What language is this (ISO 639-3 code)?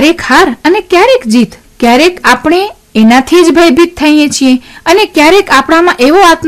guj